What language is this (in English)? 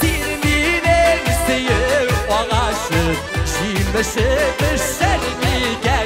Tatar